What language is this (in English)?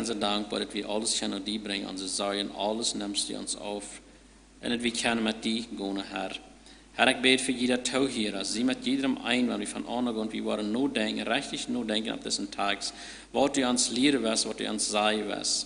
Plautdietsch